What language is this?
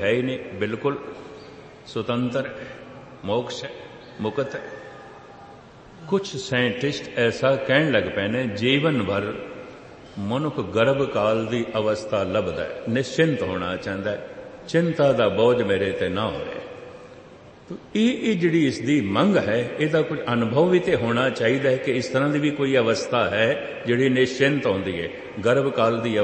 Punjabi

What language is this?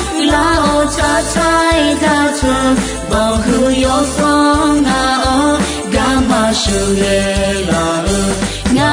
Akha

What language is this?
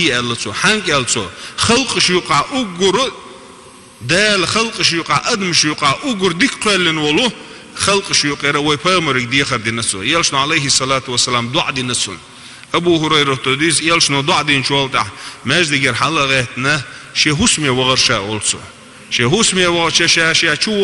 Chechen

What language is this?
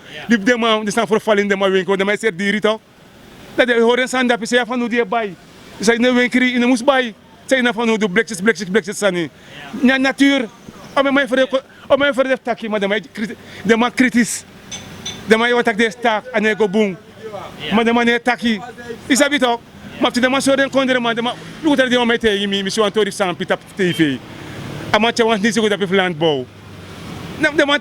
Sranan Tongo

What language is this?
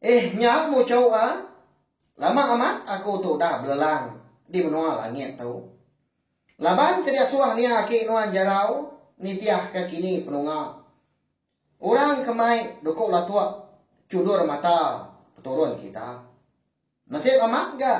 Iban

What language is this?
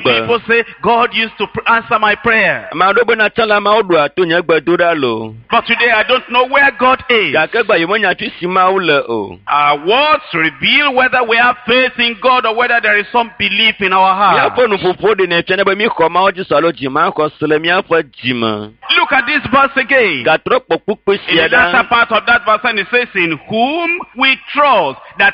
Ewe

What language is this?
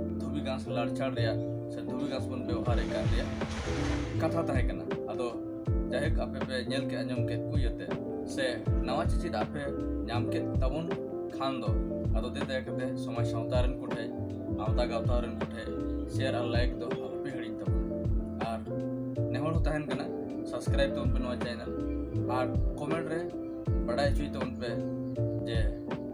Santali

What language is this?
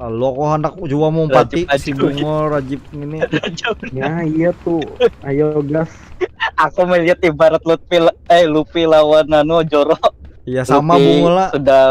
Banjar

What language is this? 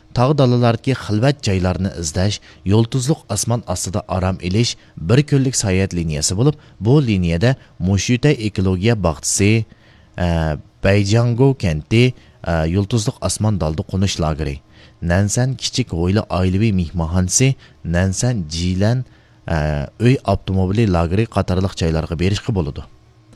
Uyghur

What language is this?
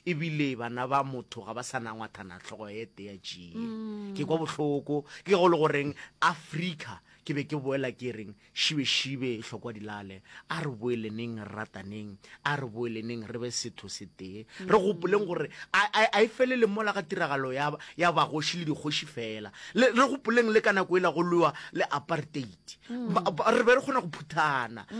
Northern Sotho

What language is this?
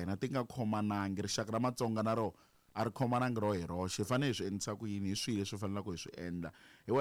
Tsonga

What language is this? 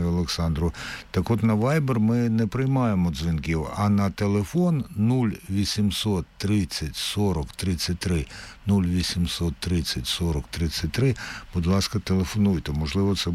Ukrainian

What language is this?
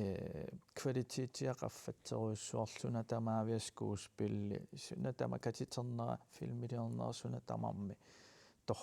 Kalaallisut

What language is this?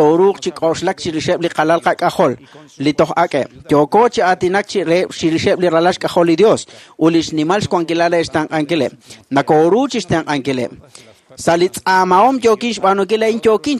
Kekchí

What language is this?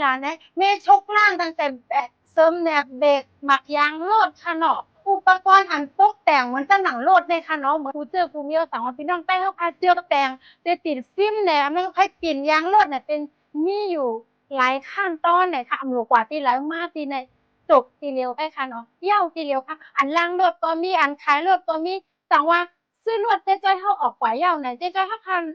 Shan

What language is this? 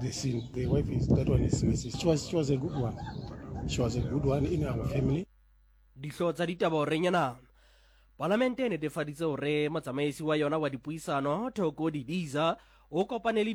Tswana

